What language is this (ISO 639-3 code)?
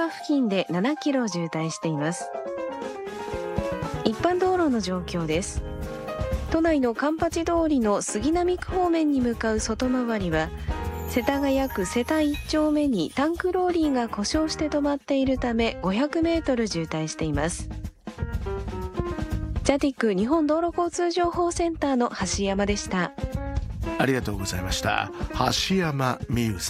jpn